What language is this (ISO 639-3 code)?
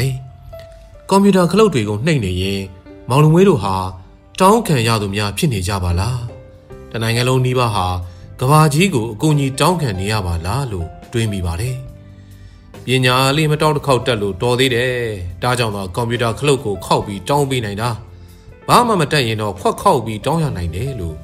mya